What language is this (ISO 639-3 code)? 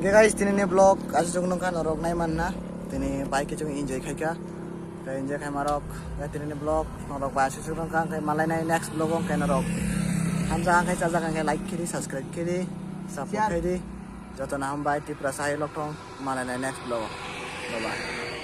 trp